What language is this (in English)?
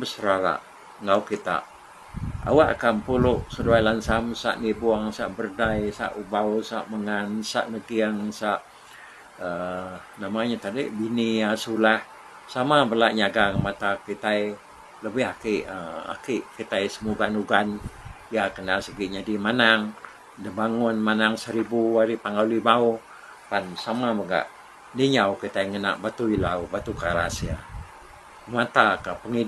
Iban